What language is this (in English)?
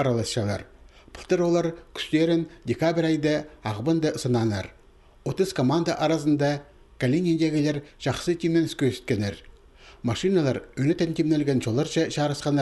Khakas